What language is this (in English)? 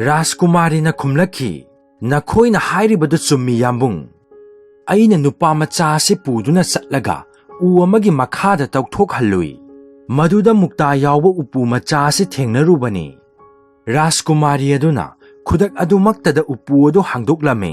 Manipuri